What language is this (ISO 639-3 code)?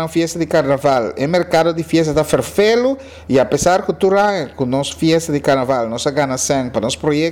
pap